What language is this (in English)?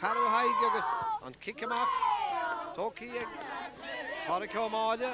Irish